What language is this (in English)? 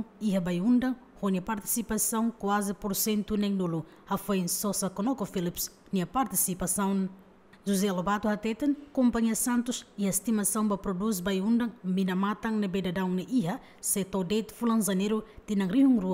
Tetum